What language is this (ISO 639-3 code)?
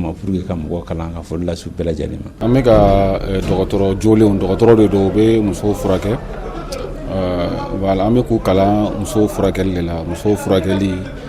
bam